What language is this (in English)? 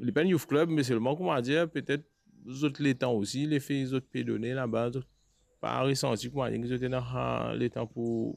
Morisyen